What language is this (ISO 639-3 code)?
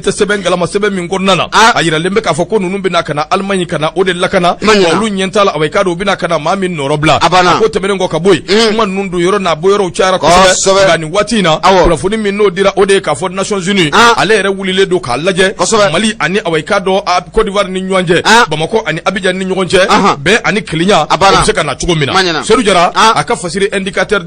bam